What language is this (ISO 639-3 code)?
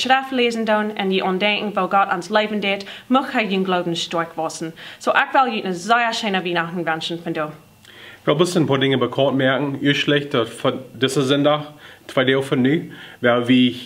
pdt